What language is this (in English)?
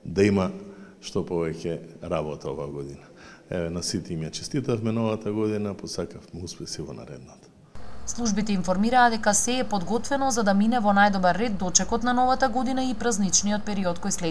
Macedonian